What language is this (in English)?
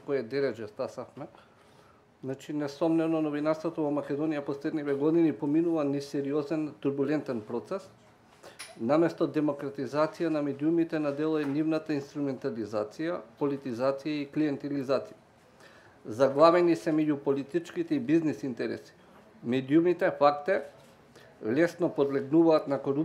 Macedonian